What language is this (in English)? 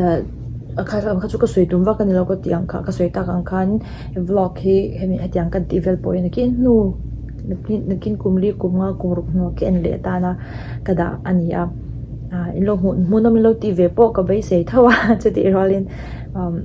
Mizo